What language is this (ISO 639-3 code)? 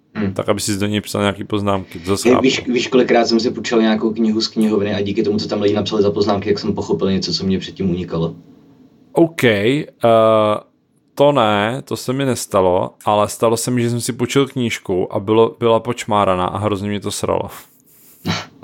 ces